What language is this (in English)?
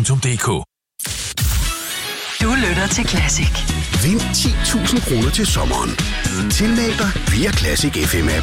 Danish